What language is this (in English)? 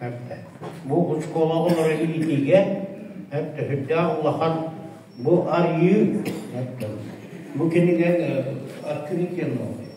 Yakut